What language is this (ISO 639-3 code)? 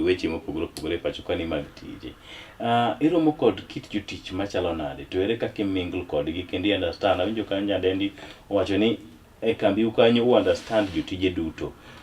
luo